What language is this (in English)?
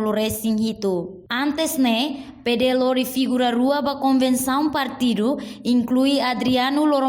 Tetum